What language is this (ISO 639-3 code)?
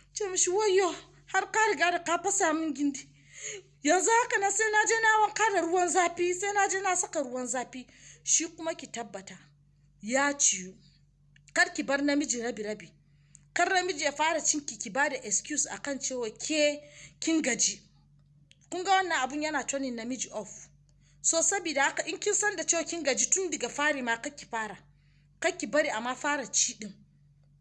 hau